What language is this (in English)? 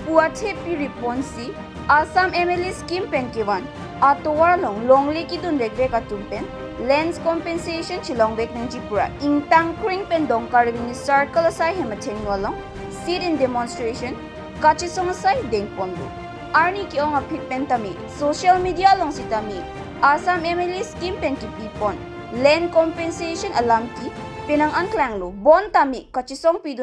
Karbi